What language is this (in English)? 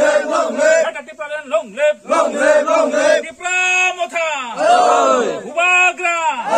Kok Borok